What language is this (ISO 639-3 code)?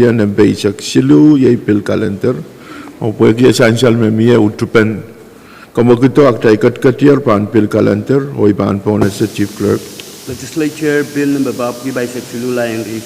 pon